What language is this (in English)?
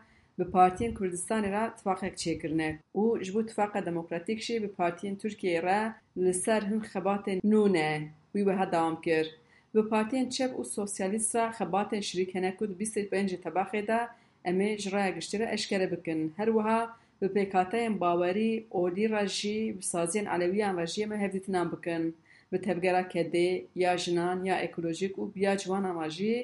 Kurdish